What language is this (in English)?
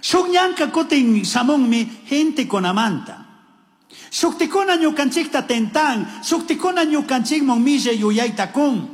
Chimborazo Highland Quichua